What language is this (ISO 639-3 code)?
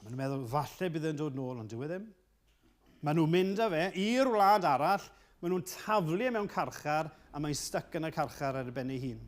cym